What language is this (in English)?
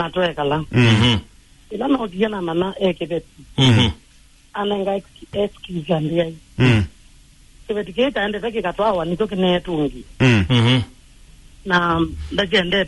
Kamba